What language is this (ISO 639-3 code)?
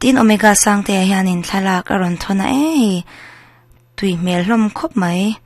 lus